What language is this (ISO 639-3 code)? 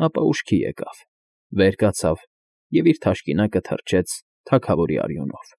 hye